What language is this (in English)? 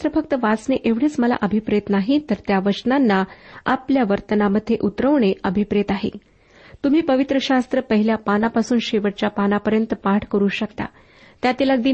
Marathi